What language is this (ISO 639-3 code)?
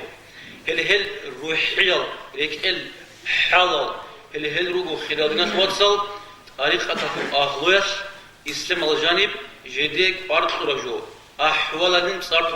ava